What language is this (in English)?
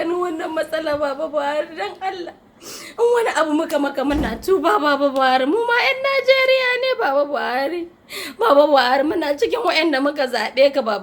Hausa